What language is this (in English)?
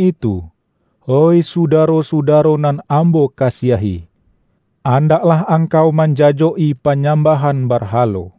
Minangkabau